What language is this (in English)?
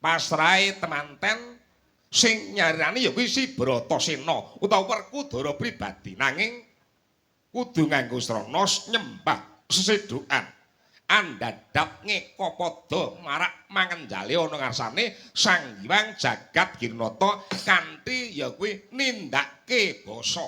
Javanese